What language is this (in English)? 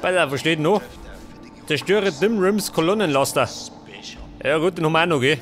Bavarian